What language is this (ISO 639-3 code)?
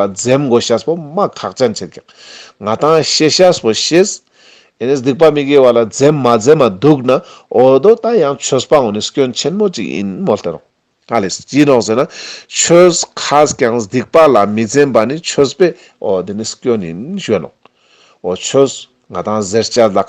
lbj